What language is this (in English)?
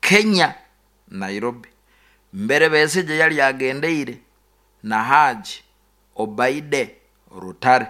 Nyoro